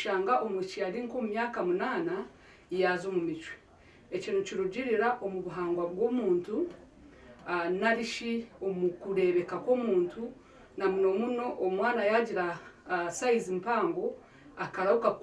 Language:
Nyankole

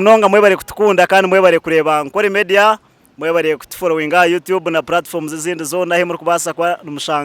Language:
Nyankole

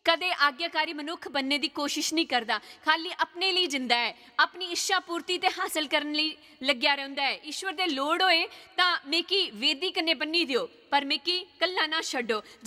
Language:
Dogri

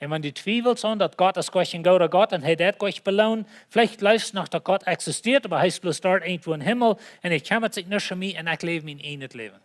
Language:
Plautdietsch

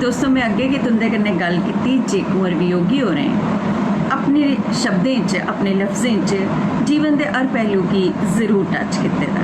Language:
Dogri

